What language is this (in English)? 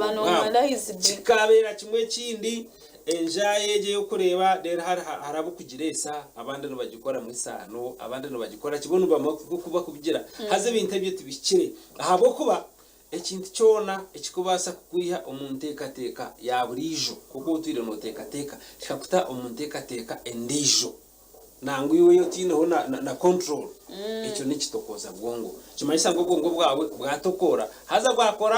Nyankole